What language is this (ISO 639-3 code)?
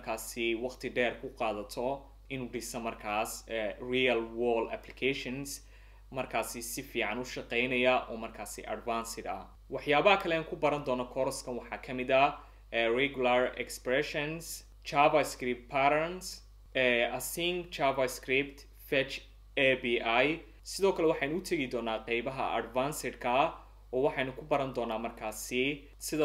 som